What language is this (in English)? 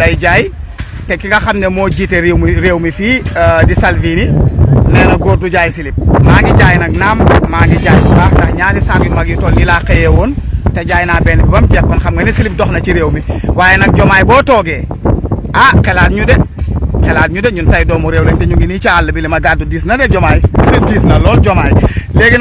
Wolof